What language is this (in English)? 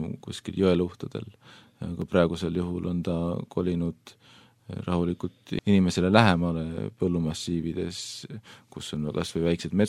Estonian